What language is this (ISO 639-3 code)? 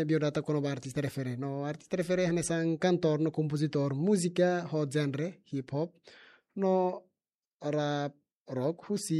tet